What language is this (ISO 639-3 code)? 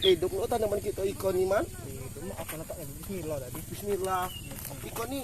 mui